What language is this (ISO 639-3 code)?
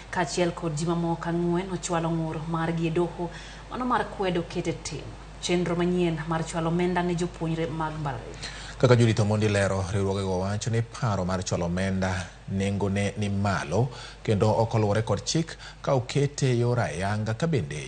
luo